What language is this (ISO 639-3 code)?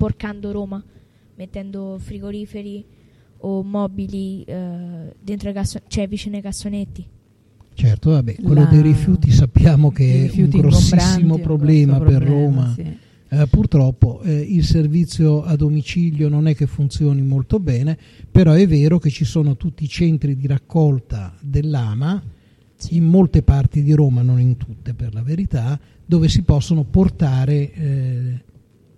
ita